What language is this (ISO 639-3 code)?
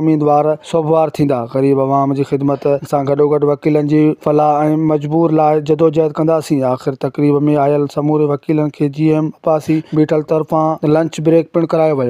snd